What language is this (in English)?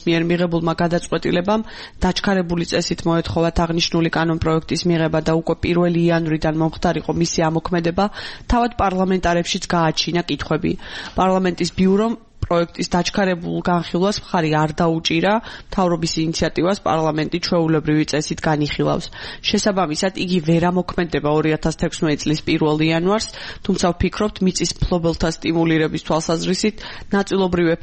Georgian